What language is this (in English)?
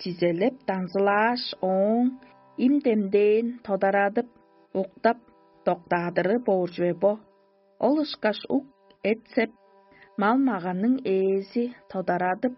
Tuvinian